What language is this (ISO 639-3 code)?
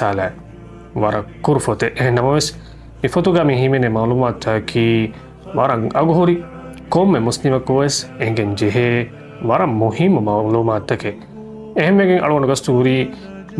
div